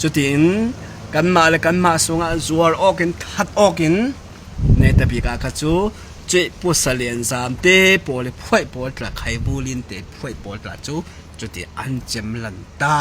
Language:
Falam Chin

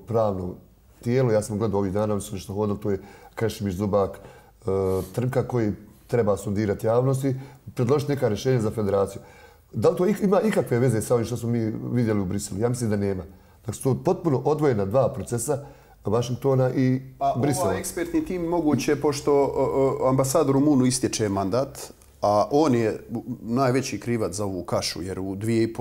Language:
Bosnian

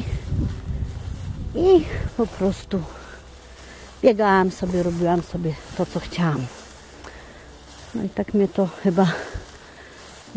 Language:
Polish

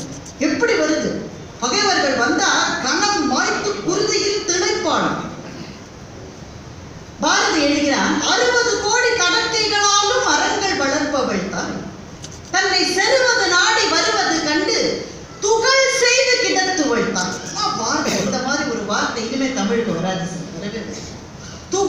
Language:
Tamil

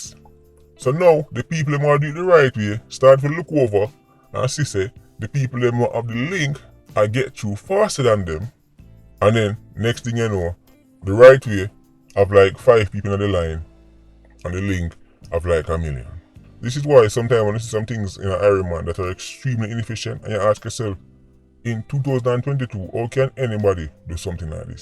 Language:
Jamaican Creole English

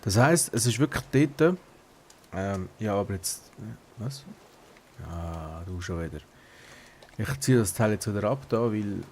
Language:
Swiss German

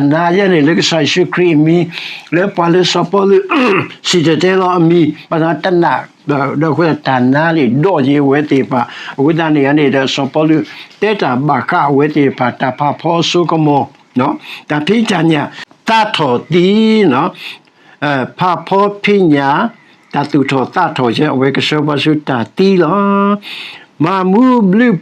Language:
S'gaw Karen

